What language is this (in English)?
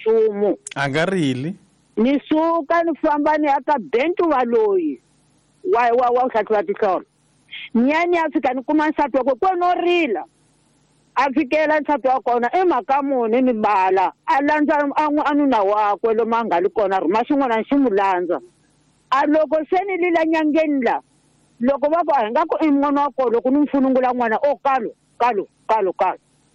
Tsonga